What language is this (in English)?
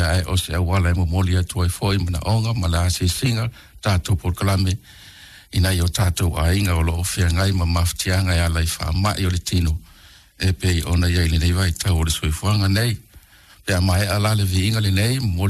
Samoan